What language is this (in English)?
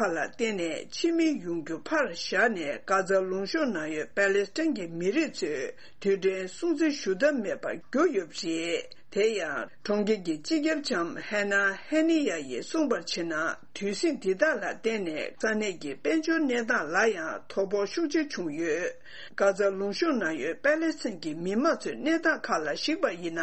Tibetan